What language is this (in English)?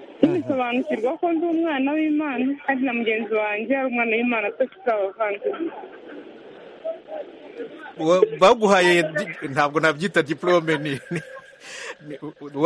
Kinyarwanda